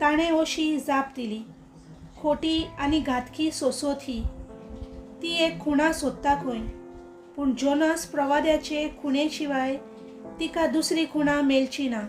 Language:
Konkani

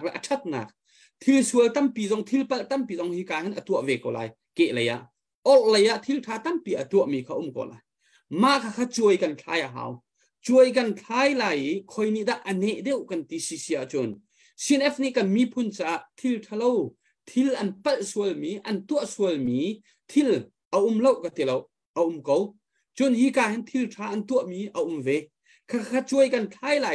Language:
Hakha Chin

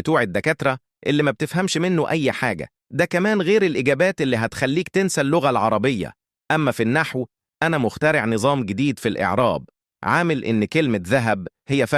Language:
Egyptian Arabic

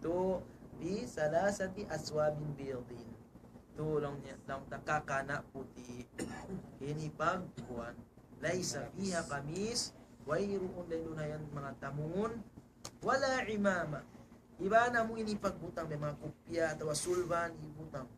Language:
Tausug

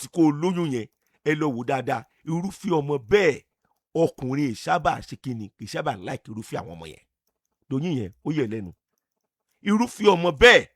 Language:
Yoruba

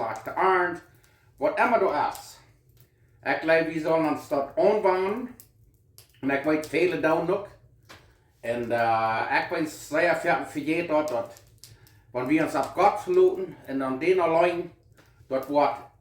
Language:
Plautdietsch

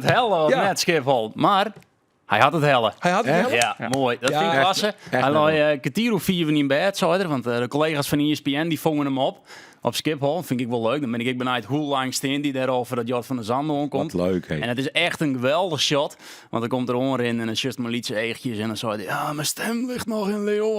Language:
Western Frisian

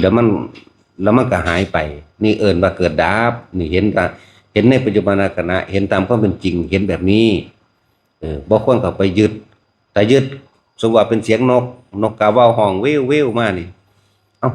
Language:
Lao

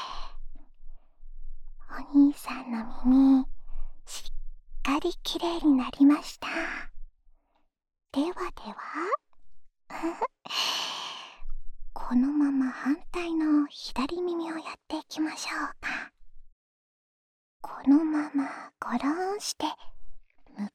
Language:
Japanese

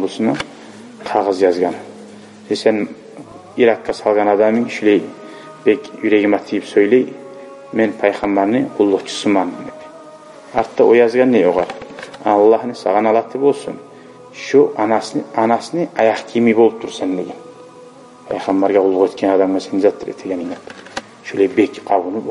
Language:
Kumyk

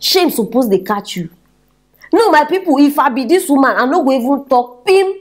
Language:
Nigerian Pidgin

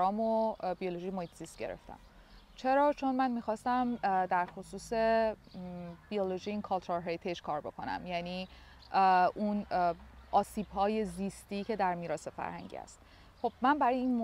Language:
Persian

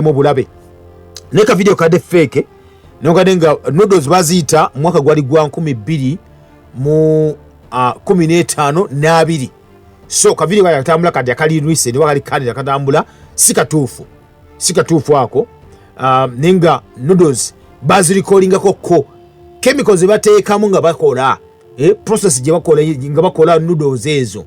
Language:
Ganda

